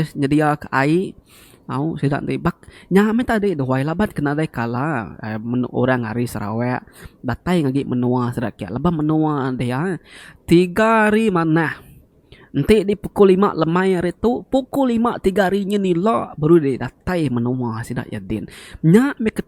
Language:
Iban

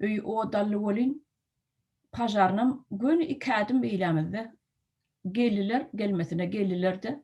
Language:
Turkmen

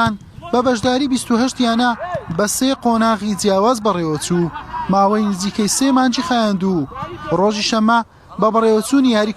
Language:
Central Kurdish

